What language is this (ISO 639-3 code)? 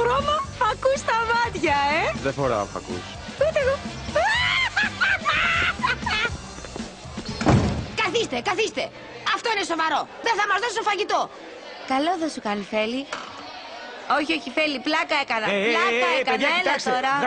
ell